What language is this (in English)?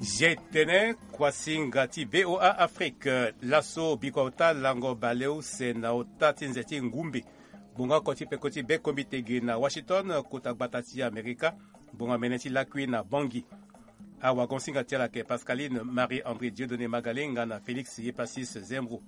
Sango